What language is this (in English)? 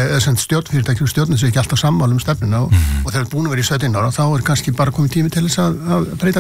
Icelandic